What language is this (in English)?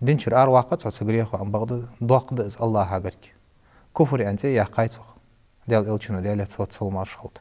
Ingush